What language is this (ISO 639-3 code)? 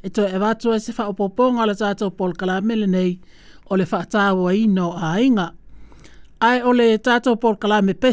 smo